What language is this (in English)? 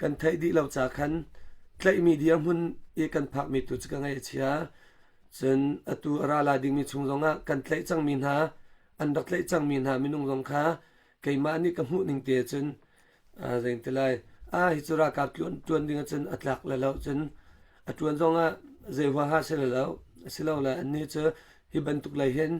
Hakha Chin